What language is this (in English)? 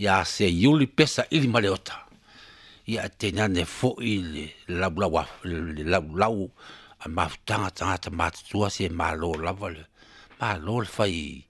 Samoan